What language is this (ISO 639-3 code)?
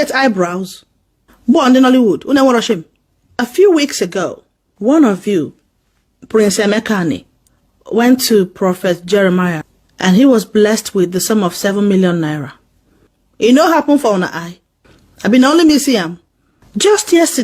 pcm